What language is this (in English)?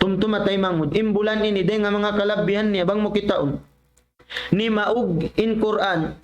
Tausug